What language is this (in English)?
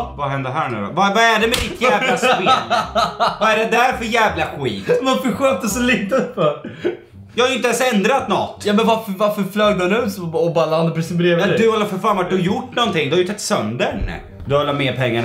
Swedish